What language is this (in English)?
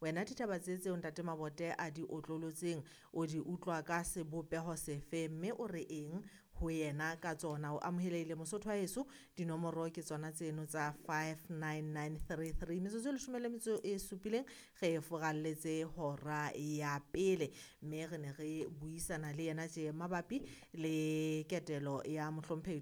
Southern Sotho